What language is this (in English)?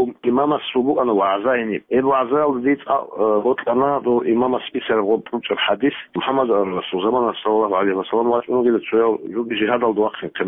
Avaric